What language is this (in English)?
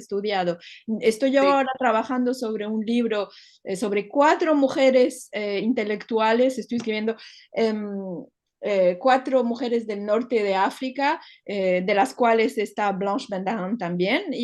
Ladino